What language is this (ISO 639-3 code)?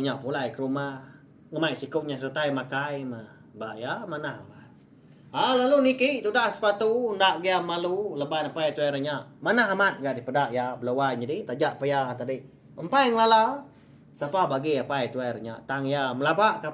iba